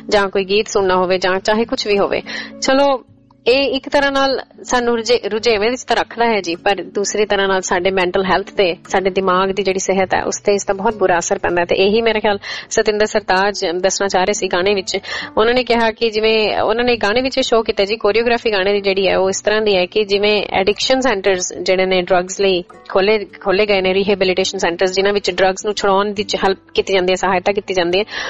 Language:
Punjabi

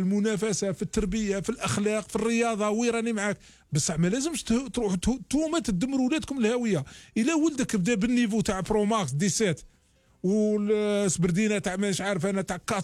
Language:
Algerian Arabic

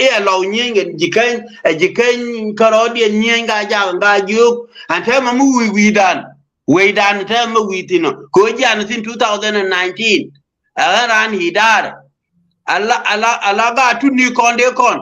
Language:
Nuer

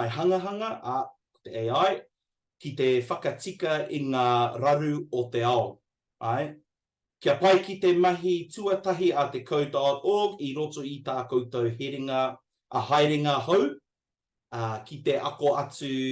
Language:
Māori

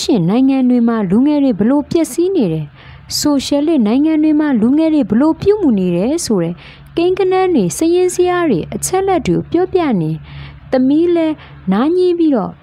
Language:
Burmese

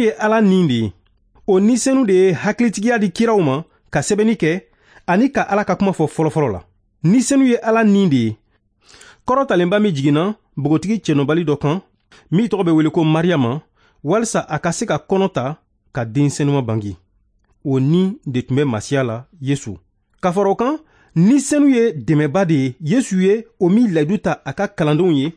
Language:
Bambara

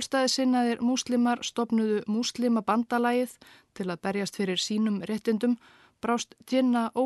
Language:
Icelandic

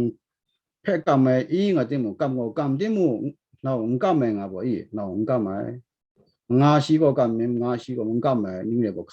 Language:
Kachin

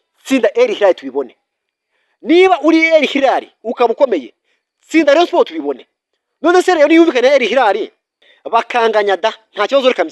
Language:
Kinyarwanda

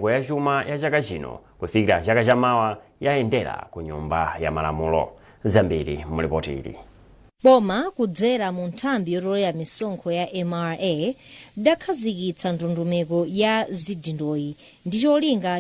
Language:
Nyanja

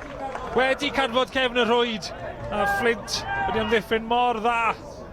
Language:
Welsh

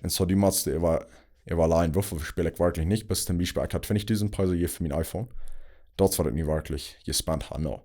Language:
Plautdietsch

